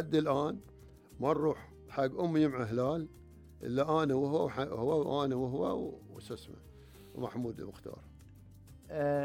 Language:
Gulf Arabic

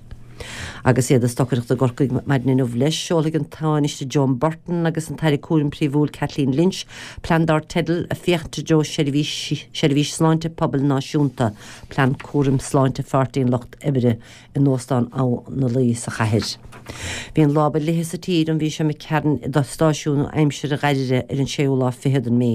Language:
Irish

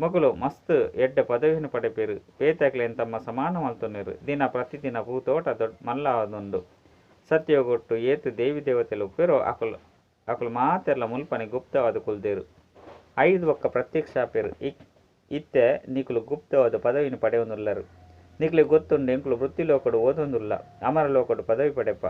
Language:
Tulu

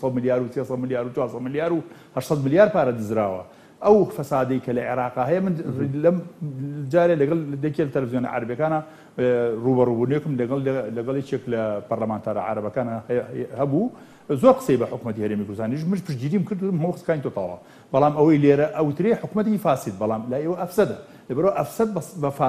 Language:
Central Kurdish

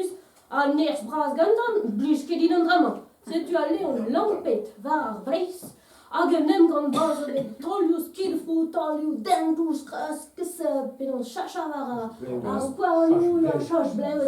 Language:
Breton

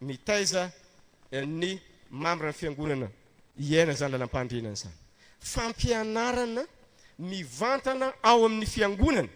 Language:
Malagasy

